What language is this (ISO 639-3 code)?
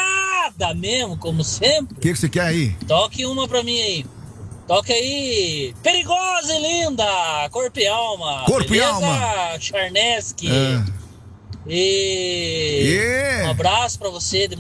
por